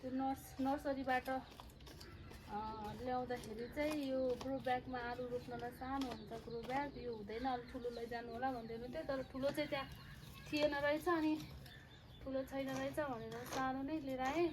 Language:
Nepali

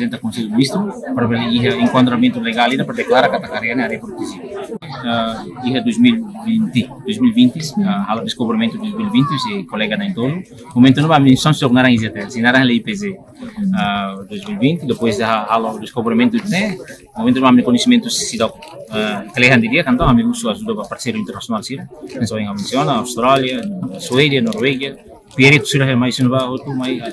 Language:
Tetum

